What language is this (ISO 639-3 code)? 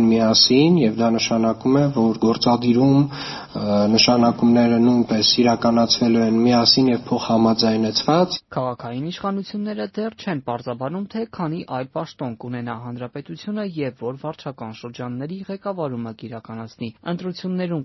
hye